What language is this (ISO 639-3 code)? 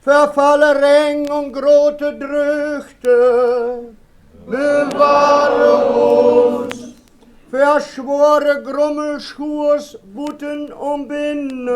wep